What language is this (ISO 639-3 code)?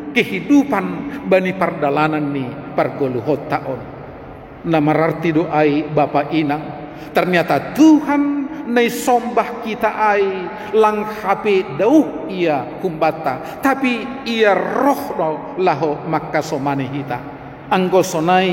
bts